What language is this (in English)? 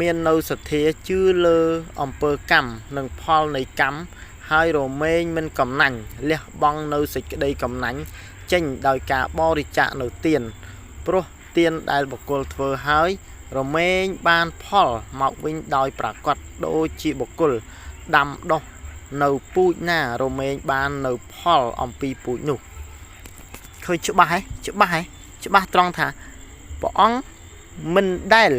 Khmer